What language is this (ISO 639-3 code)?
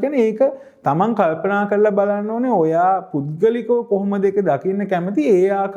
sin